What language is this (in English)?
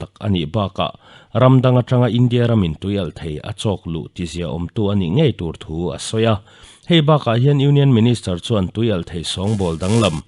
Mizo